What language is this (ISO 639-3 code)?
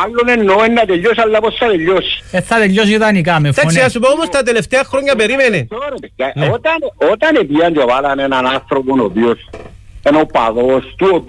ell